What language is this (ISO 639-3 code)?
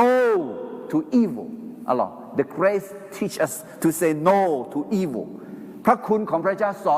ahk